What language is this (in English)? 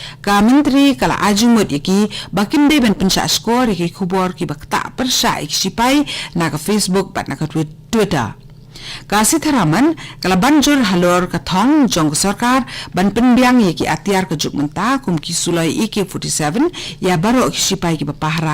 Khasi